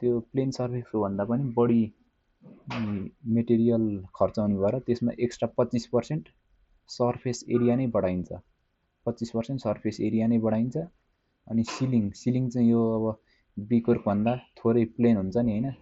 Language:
Nepali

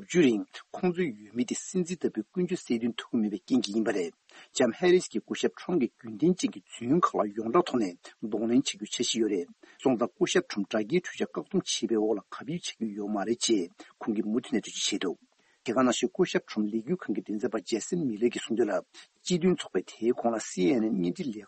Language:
Tibetan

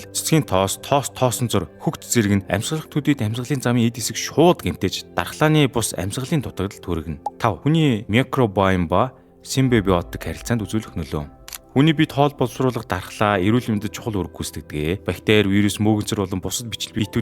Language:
Mongolian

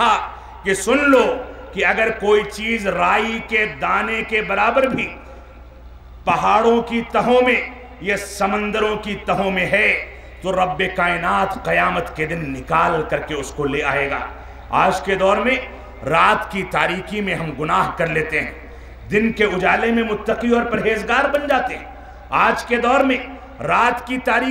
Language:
Urdu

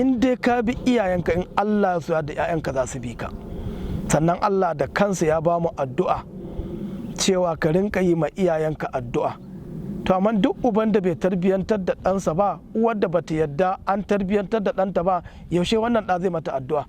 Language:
Hausa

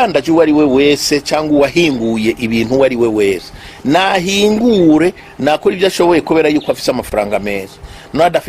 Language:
Rundi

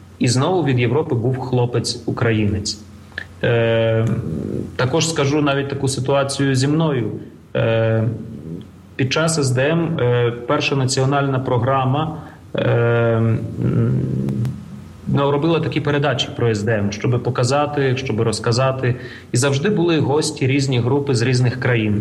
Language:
Ukrainian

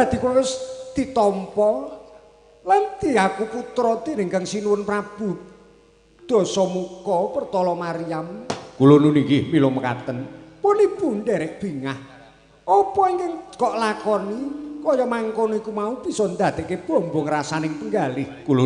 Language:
Javanese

